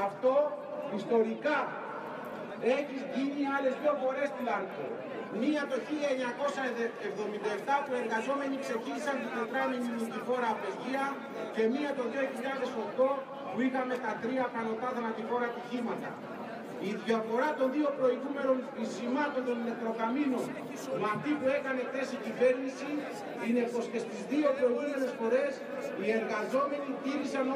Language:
Greek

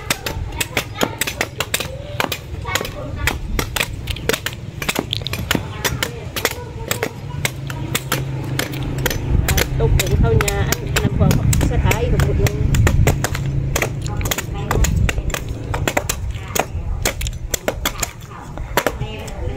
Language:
Thai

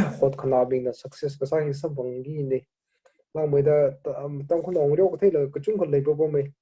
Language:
Tangkhul Naga (India)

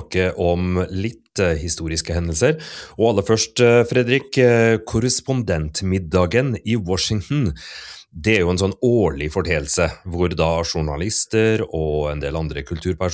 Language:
Norwegian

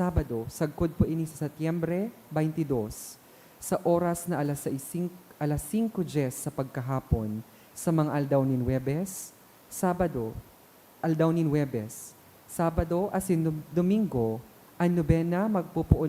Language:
Bikol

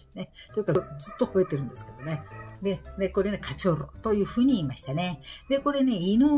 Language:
Japanese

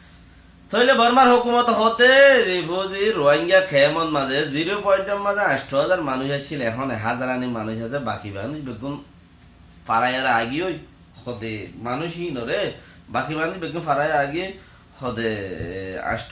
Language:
Rohingya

